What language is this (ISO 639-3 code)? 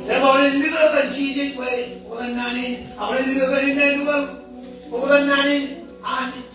mah